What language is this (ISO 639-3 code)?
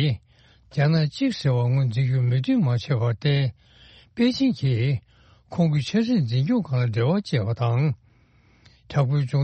bod